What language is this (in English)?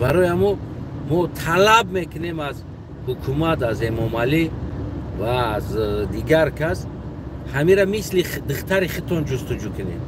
Tajik